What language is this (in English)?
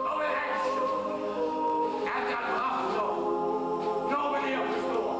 Limburgish